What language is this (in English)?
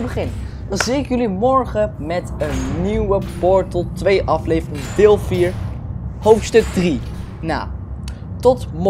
Dutch